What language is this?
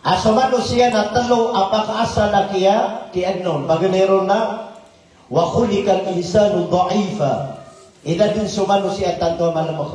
Maranao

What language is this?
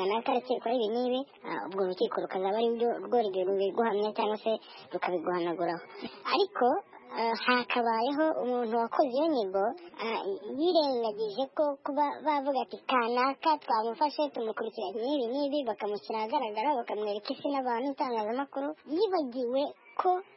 Kinyarwanda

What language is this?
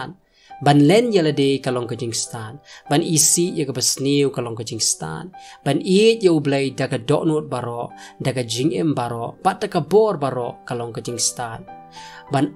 Khasi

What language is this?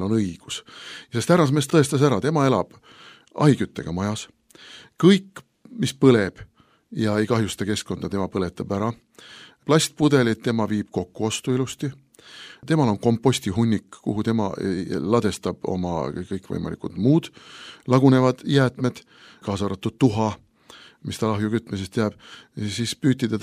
Estonian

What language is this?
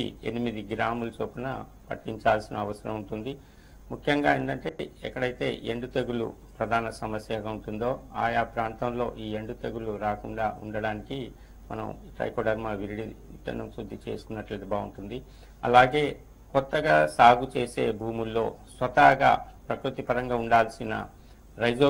Telugu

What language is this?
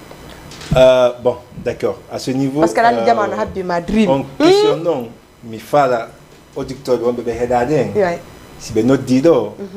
Fula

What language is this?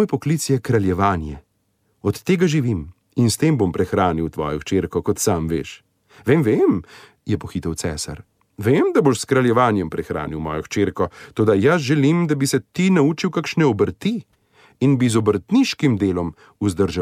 Slovenian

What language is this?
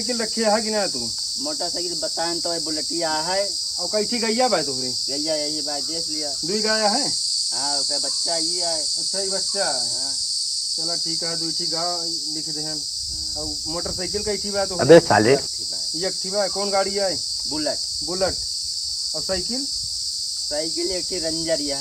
Awadhi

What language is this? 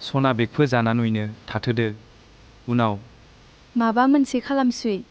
Bodo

